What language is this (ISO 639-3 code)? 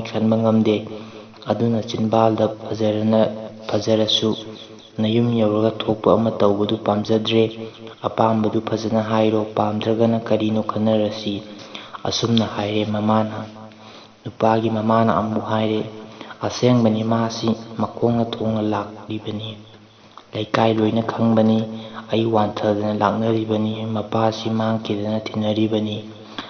mni